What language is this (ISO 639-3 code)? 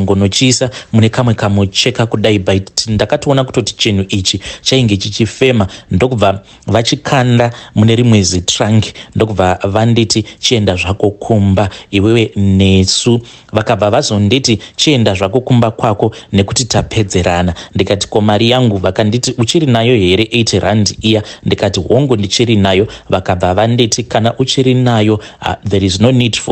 sna